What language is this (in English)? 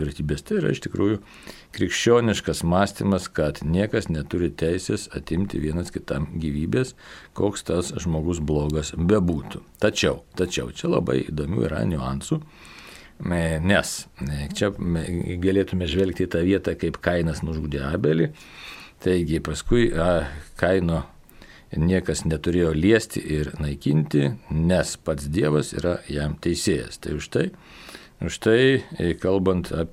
Lithuanian